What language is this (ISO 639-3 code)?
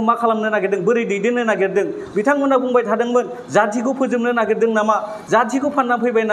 brx